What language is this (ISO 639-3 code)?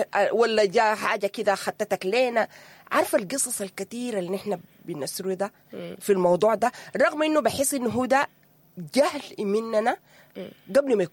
apd